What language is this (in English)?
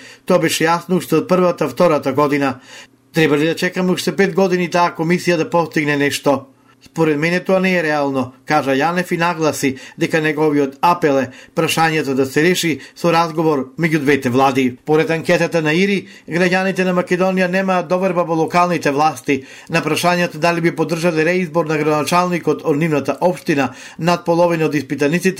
Macedonian